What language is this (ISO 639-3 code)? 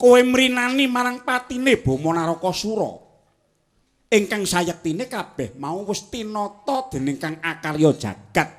jav